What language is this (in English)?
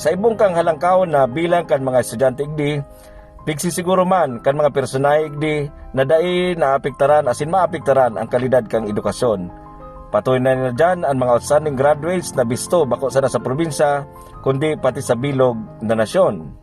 Bikol